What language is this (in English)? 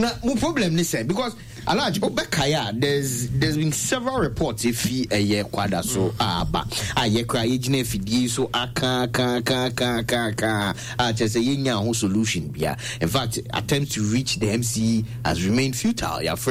Akan